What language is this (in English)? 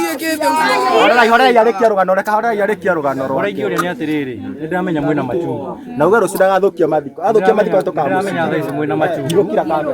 Kikuyu